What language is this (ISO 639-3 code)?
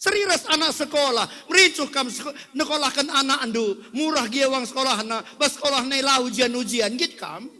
btx